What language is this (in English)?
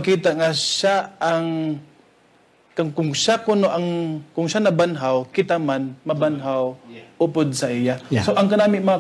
Hiligaynon